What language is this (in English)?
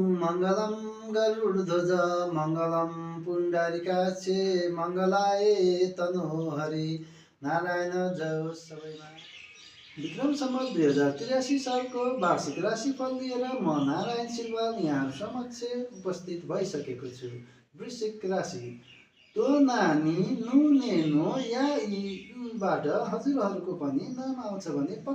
Nepali